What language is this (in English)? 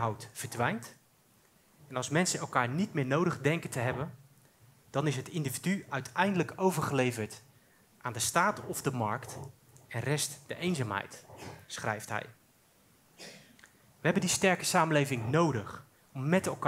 Dutch